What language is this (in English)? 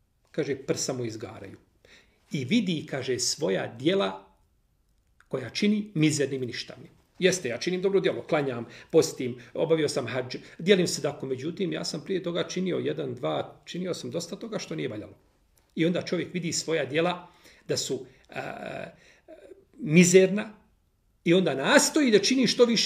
Bosnian